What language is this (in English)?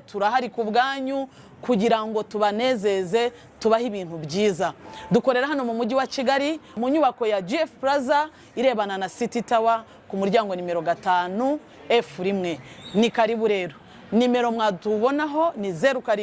Kinyarwanda